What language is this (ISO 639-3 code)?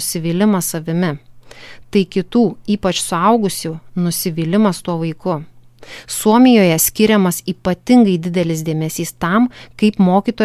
lit